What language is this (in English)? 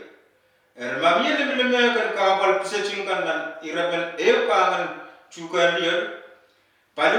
Pohnpeian